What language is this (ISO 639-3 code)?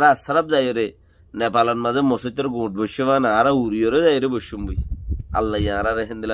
rhg